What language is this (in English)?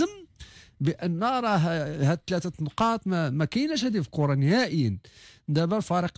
Moroccan Arabic